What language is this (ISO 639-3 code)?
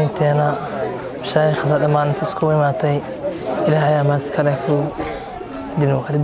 som